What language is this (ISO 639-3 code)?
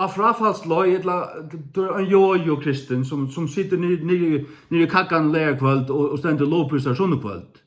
fao